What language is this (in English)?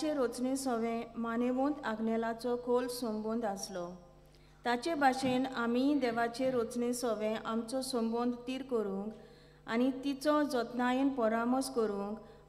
Konkani